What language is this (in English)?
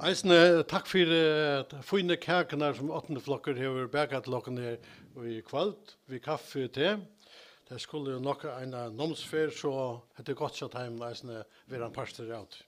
Faroese